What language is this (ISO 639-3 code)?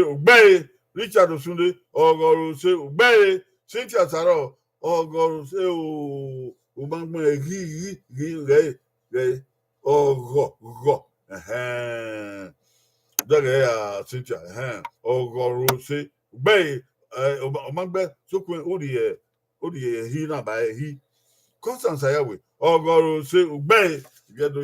bin